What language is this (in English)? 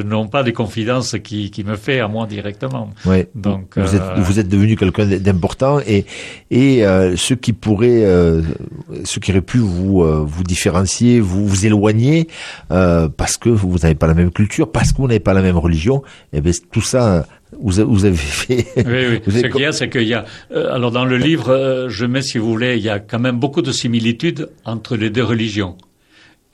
French